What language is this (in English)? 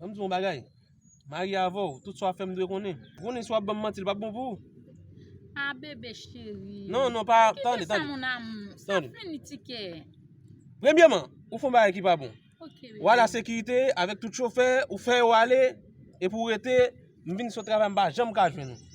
Haitian Creole